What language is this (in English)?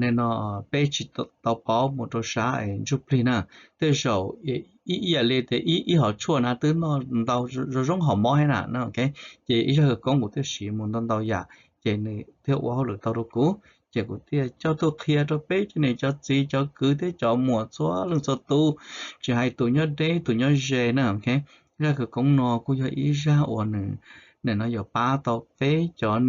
Hmong